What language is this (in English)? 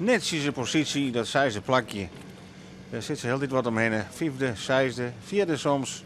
Western Frisian